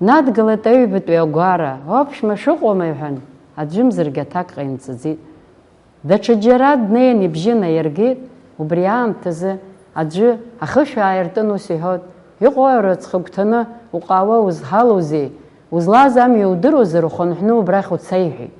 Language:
Abkhazian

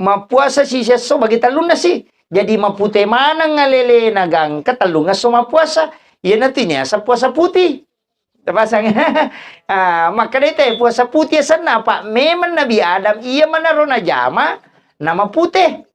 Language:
Buginese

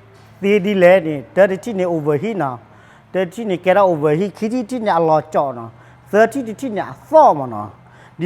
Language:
S'gaw Karen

